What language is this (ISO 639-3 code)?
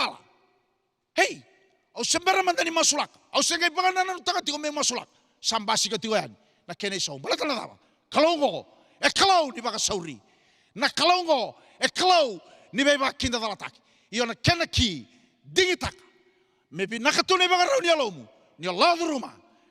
fij